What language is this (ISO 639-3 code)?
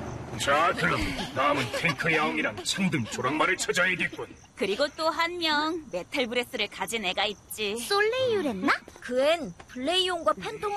kor